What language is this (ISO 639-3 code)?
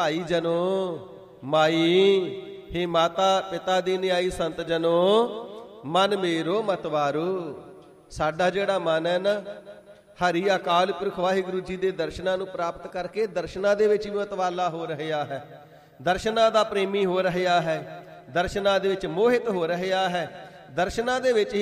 pan